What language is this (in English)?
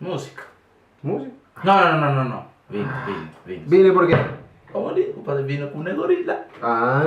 Kabuverdianu